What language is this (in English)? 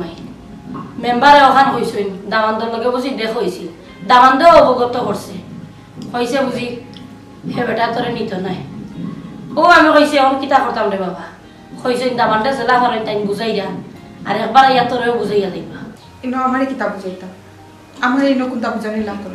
Sylheti